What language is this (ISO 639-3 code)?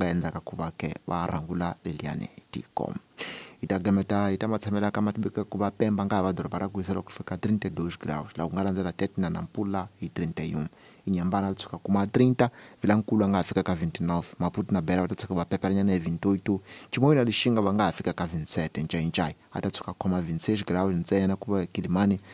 tso